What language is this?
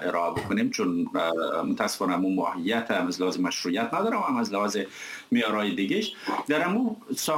Persian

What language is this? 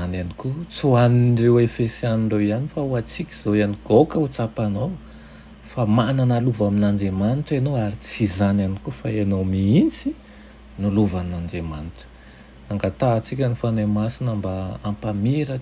Malagasy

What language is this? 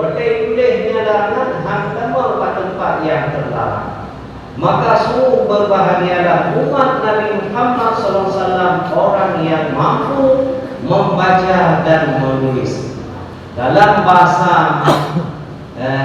Achinese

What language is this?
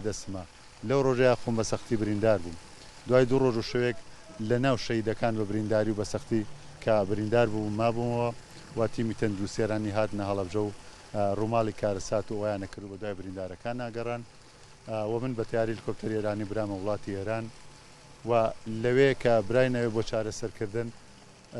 Central Kurdish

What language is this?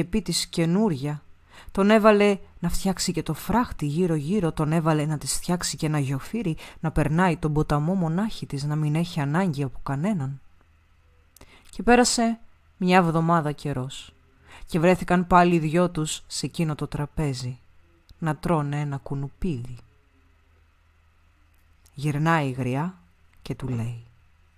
Greek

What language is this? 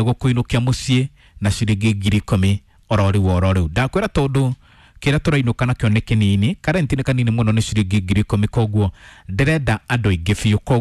Kikuyu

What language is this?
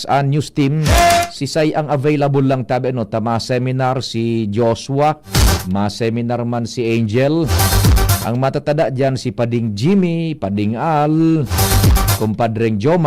Bikol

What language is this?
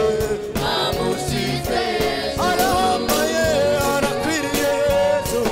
Kinyarwanda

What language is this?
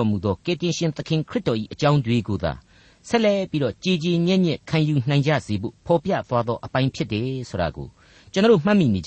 Burmese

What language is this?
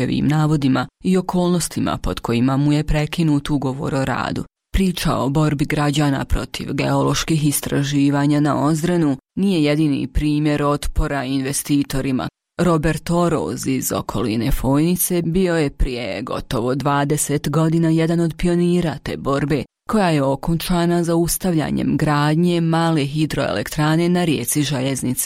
Bosnian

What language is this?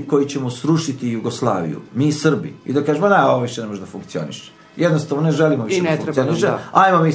Serbian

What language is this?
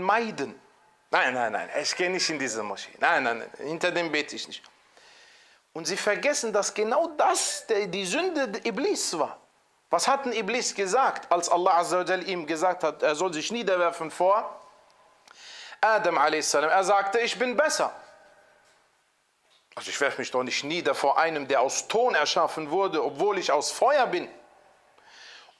German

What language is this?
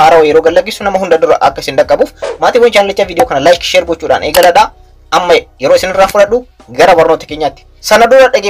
Oromo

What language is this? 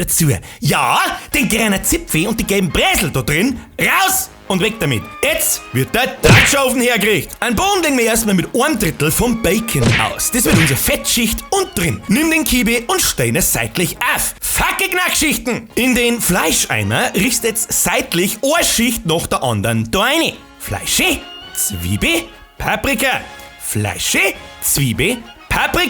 Bavarian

